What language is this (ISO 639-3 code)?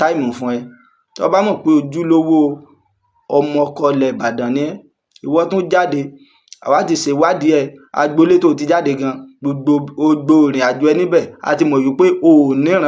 yor